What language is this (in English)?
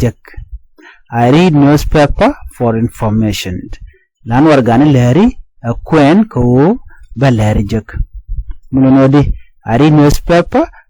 Nuer